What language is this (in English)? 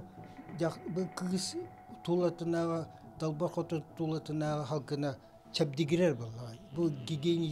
Yakut